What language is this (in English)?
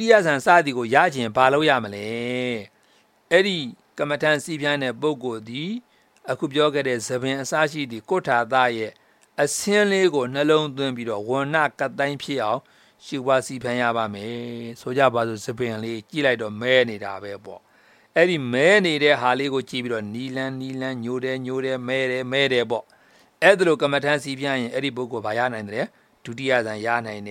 Burmese